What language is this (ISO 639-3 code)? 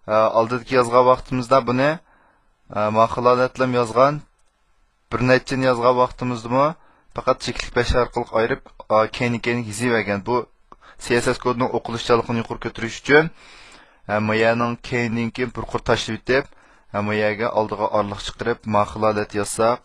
uig